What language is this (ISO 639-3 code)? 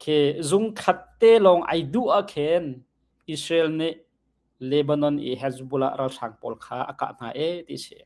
cnh